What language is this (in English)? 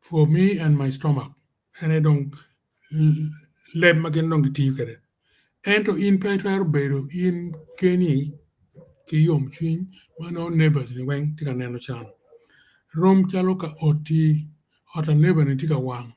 Acoli